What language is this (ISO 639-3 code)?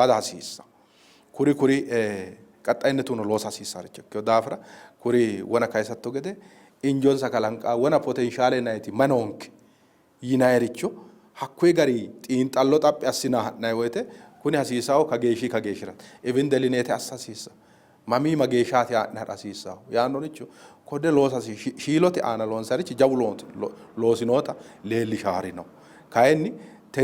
sid